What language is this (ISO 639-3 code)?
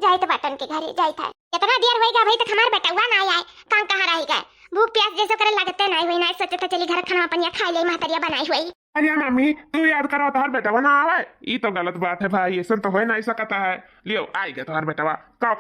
awa